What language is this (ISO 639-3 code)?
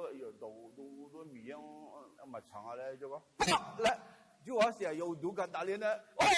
ahk